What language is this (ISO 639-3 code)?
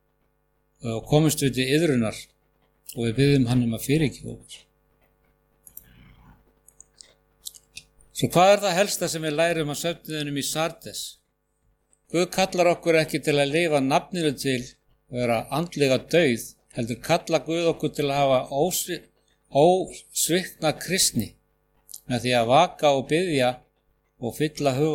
isl